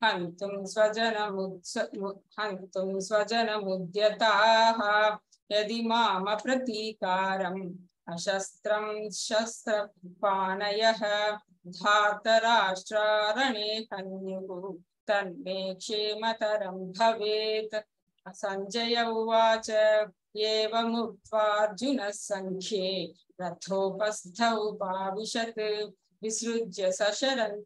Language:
Sanskrit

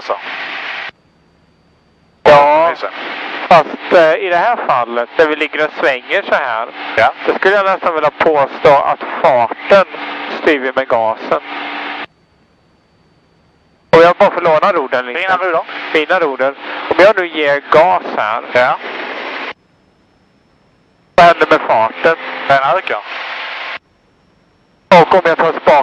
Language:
Swedish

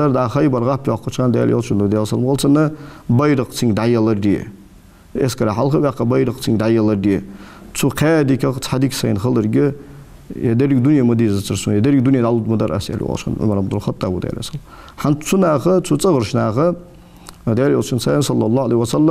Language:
Ingush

